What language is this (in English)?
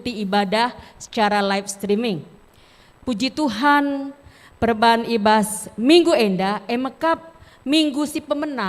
Batak Karo